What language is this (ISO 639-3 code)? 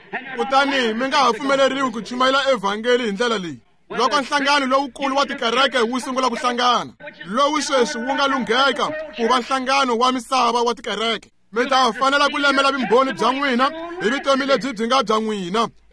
tso